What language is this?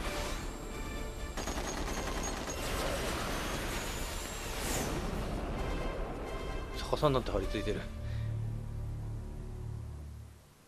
Japanese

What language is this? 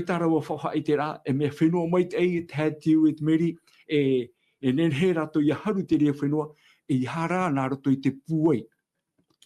Tahitian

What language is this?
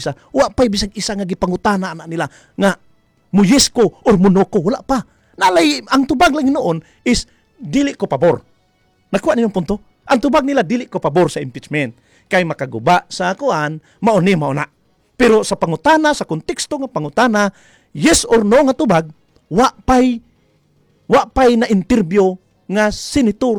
Cebuano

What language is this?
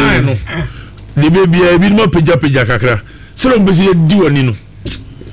Akan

